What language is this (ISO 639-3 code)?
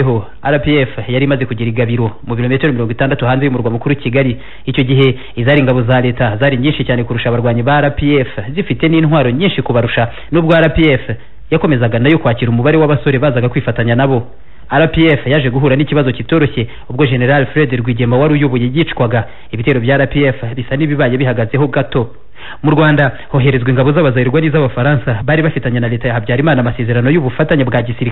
kin